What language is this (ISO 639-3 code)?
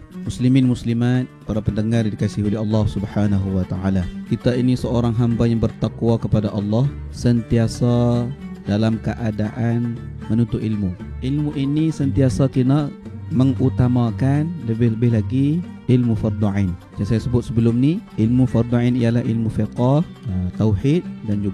msa